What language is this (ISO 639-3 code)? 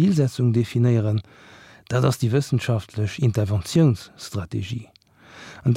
ltz